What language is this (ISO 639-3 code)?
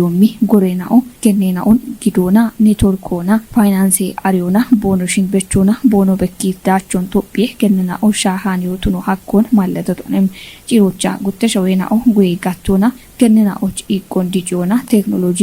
kbr